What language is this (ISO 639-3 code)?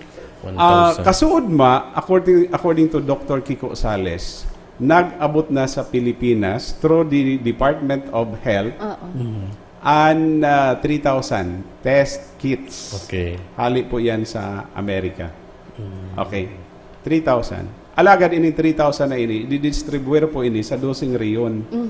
bik